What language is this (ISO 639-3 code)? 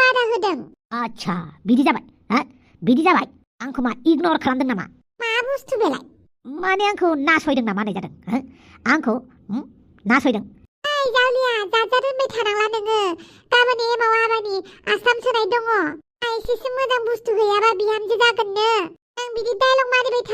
brx